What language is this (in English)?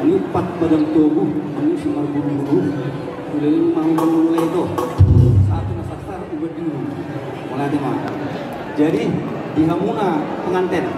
Batak Toba